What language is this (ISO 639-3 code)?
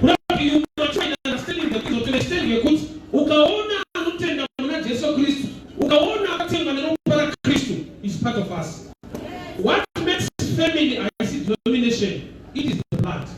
sna